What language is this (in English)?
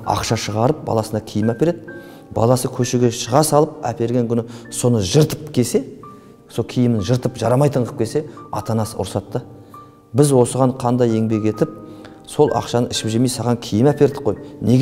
Kazakh